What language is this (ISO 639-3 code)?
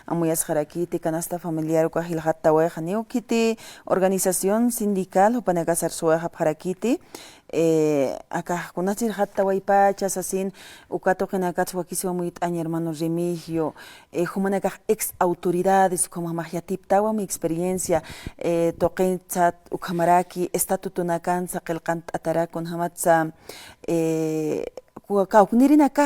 aym